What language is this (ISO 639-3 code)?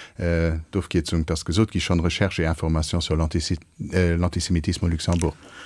ltz